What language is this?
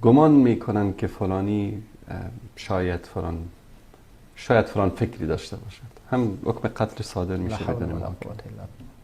Tajik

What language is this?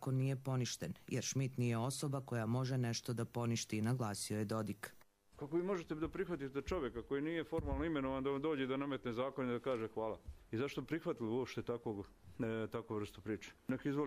Croatian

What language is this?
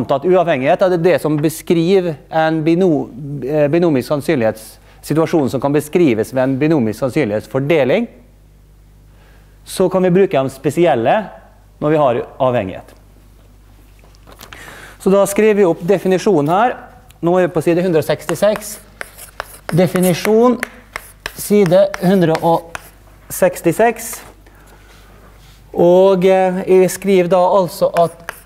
Norwegian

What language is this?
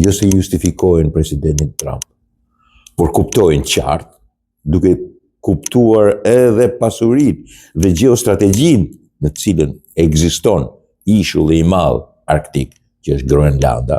Albanian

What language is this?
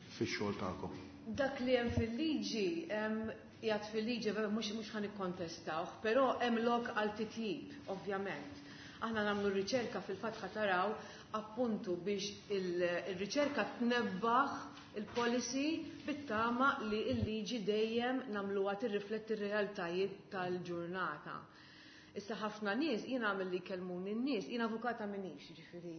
Maltese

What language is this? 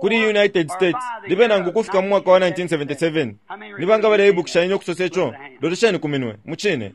Bemba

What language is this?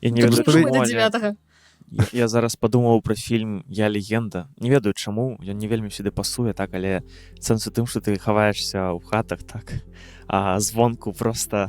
Belarusian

